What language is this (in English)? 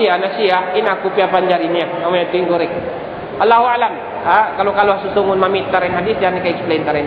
Tausug